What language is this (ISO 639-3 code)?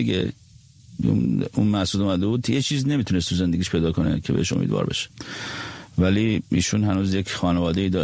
fas